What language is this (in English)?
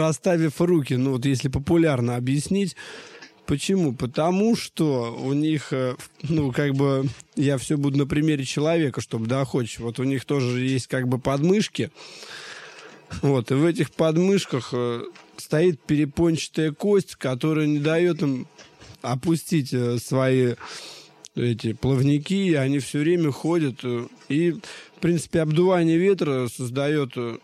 Russian